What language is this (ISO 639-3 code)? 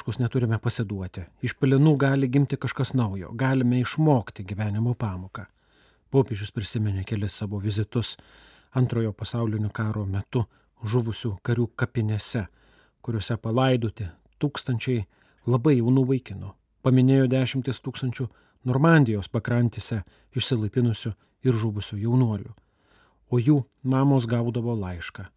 lit